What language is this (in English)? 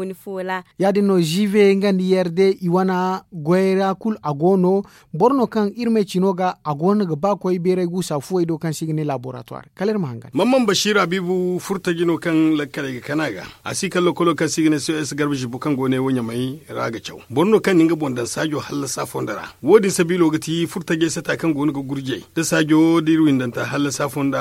Zarma